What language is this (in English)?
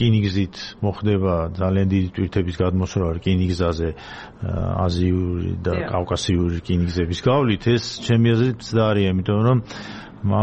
Georgian